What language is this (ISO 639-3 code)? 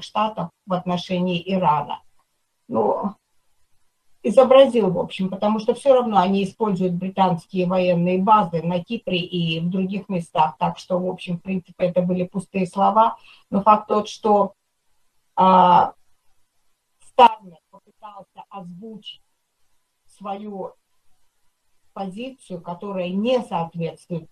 rus